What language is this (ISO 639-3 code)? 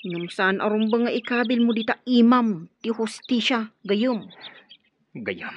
ilo